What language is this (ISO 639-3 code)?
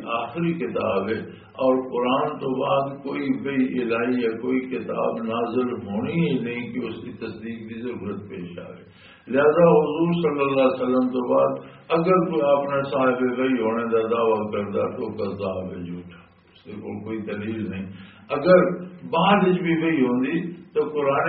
lah